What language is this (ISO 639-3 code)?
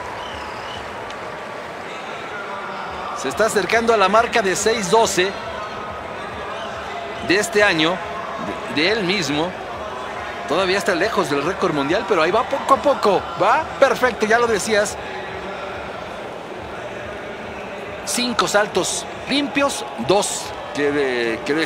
spa